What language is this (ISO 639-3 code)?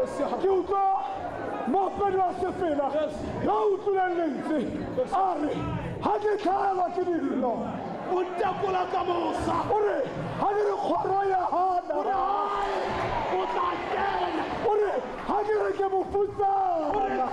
tsn